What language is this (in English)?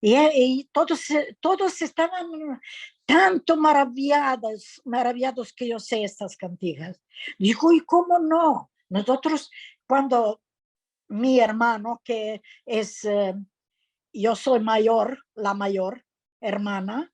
Ladino